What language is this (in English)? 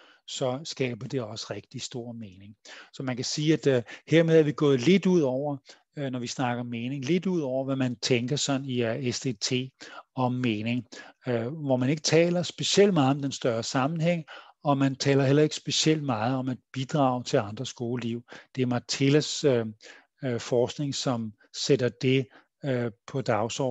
Danish